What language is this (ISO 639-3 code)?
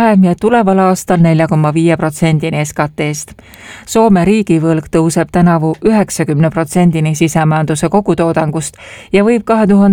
est